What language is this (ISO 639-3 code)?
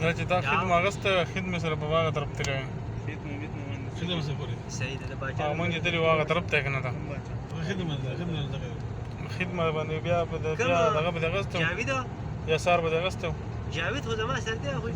pus